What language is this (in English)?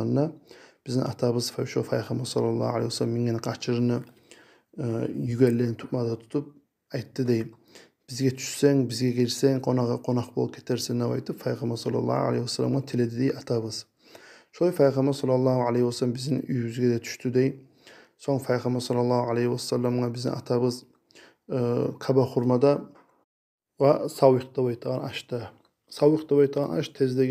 Kumyk